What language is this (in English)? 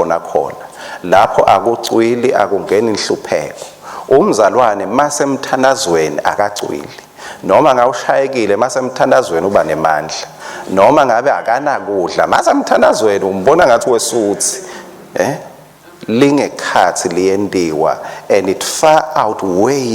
Swati